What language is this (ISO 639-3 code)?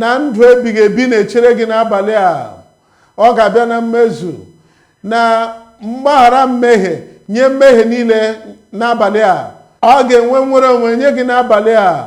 ibo